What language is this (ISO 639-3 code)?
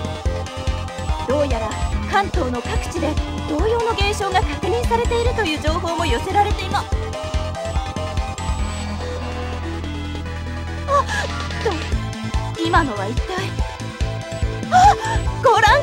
jpn